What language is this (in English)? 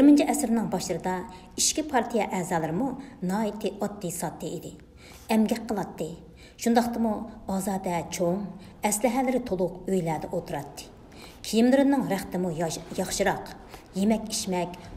Uyghur